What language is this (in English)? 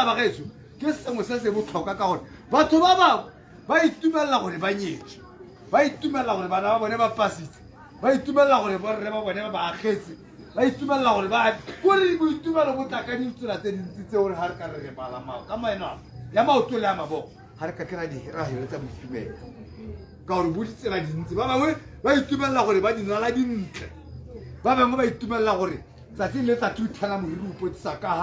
Tswana